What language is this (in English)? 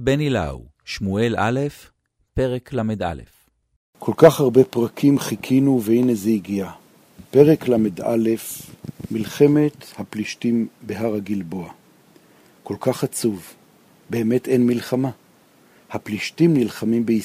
Hebrew